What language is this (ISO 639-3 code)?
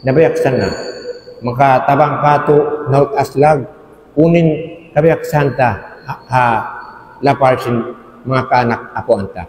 tsg